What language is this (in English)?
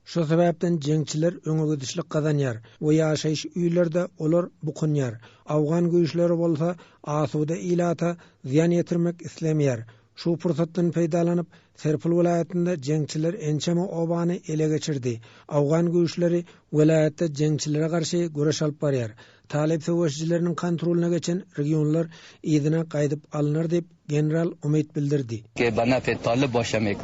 Turkmen